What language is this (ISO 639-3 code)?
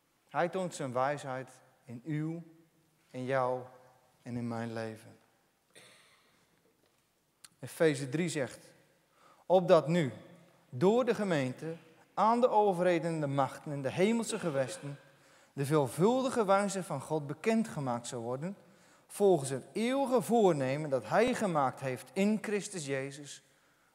nld